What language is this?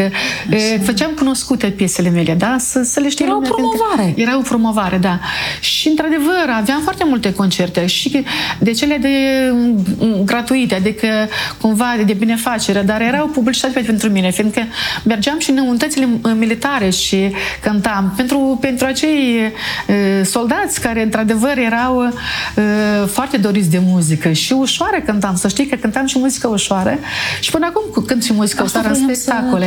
Romanian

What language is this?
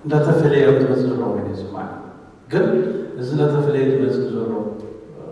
Tigrinya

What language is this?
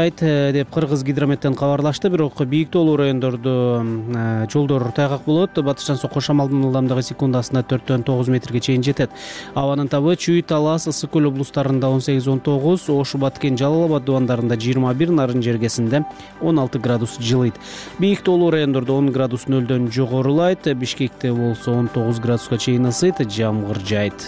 Kyrgyz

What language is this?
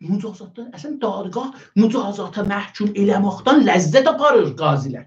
South Azerbaijani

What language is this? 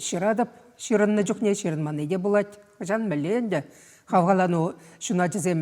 Chuvash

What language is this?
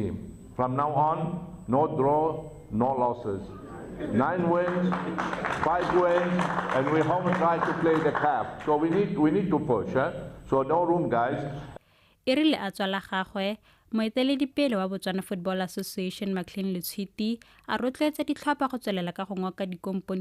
Tswana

